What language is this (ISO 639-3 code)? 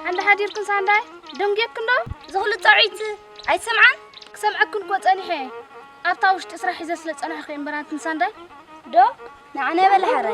tir